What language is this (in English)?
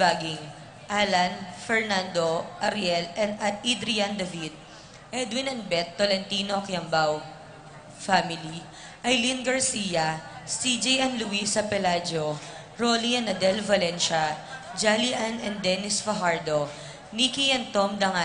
Pampanga